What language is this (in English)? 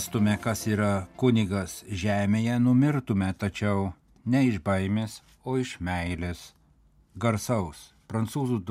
Lithuanian